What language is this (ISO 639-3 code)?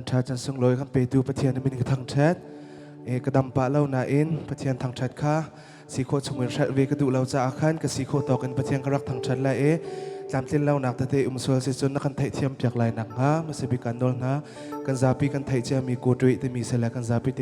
cnh